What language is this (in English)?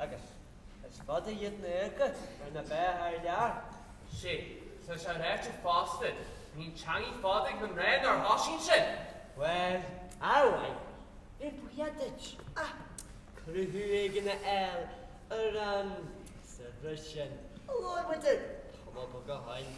Irish